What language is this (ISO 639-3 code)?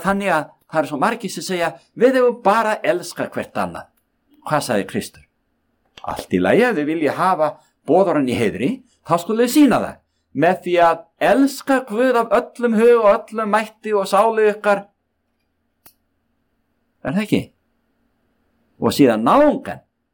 isl